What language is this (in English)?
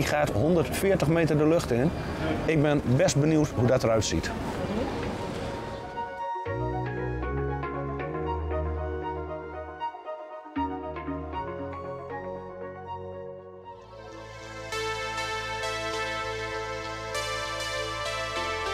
Dutch